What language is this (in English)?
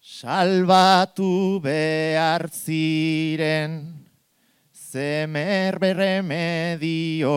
Basque